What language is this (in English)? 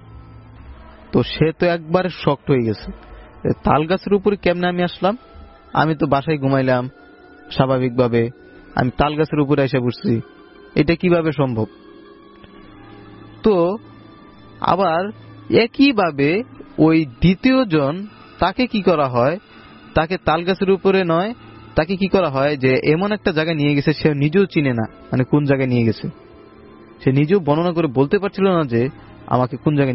Bangla